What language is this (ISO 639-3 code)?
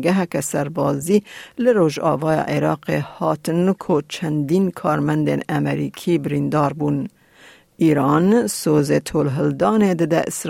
kur